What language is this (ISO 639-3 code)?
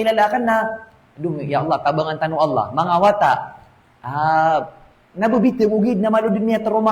mrw